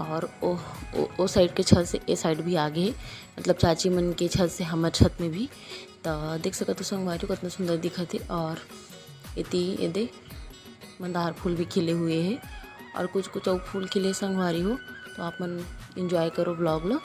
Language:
Chhattisgarhi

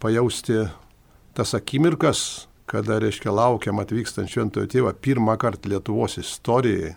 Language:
Lithuanian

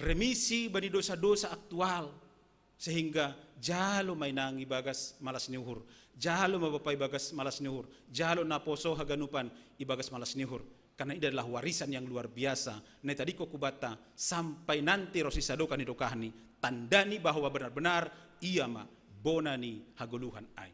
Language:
Batak Simalungun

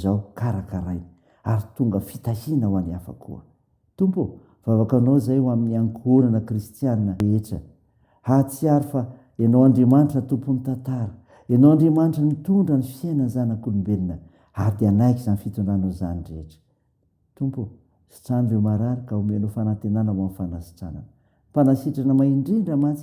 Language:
Malagasy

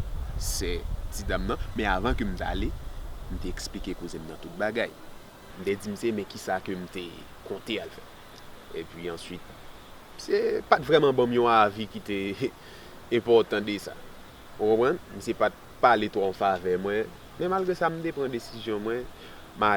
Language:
Haitian Creole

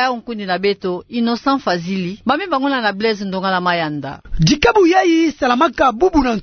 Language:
Kituba (Democratic Republic of Congo)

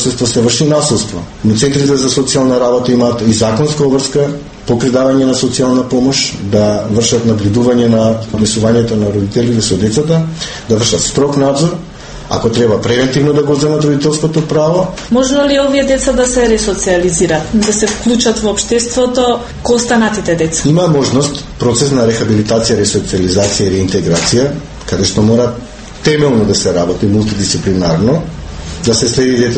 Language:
Macedonian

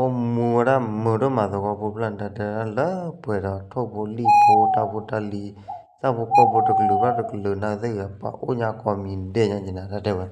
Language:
S'gaw Karen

